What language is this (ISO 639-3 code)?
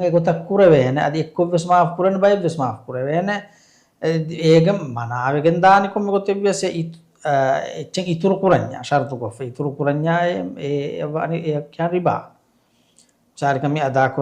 div